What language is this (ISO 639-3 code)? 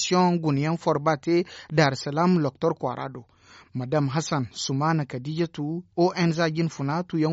dje